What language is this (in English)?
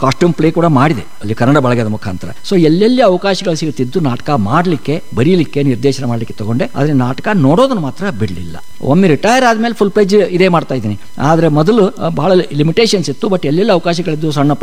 Kannada